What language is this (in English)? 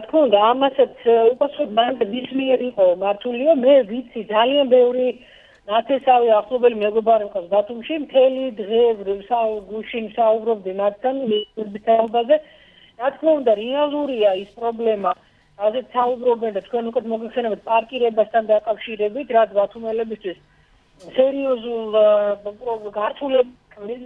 Georgian